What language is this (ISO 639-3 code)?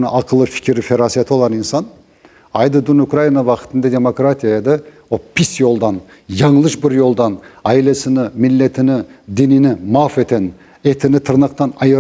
crh